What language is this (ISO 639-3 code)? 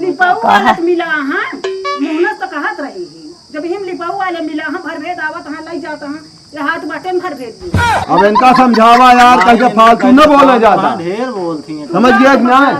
awa